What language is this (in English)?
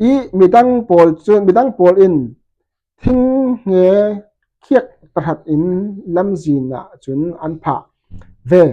Falam Chin